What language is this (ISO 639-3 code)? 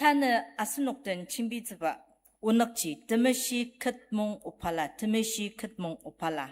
njo